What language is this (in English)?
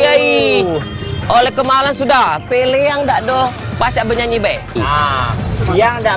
Musi